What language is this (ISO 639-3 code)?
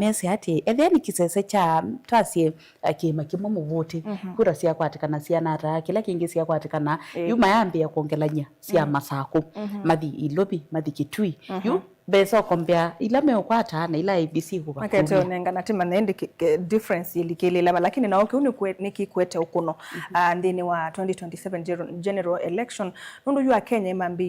kam